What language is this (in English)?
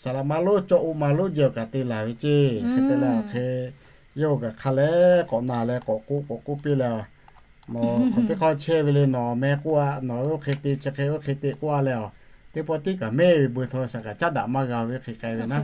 Lahu